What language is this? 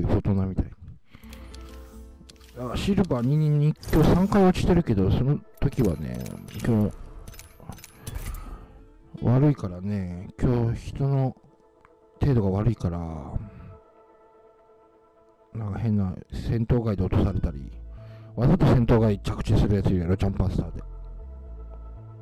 Japanese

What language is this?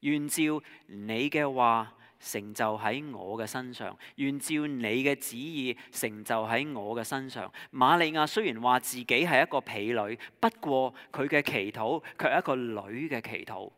Cantonese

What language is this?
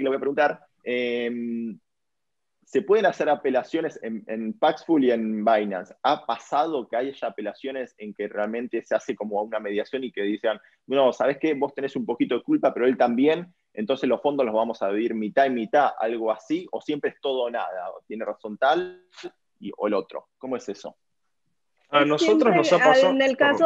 Spanish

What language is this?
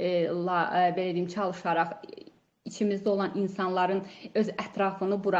Azerbaijani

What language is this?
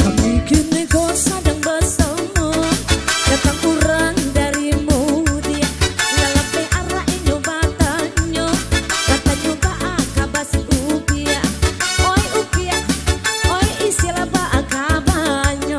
Minangkabau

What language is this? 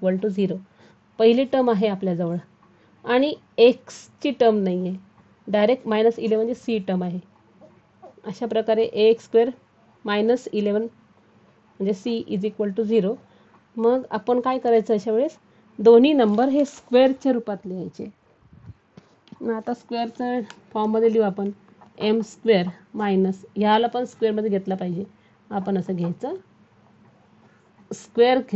Marathi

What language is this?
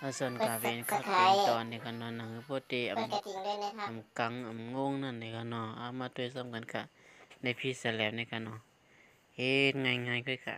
Shan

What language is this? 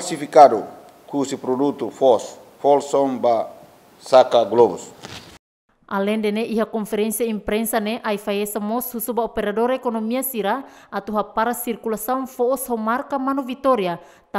Tetum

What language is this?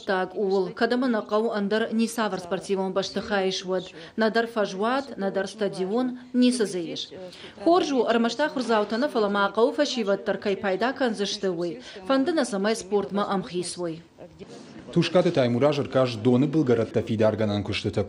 Ossetic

